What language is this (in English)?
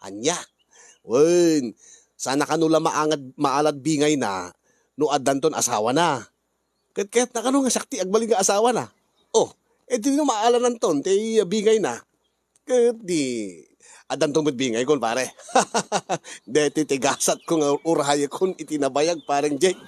Iloko